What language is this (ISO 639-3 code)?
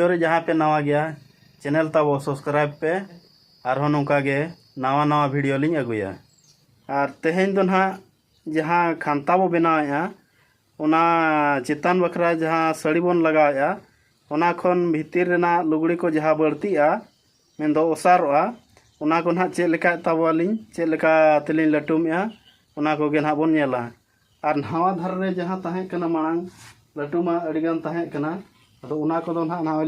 sat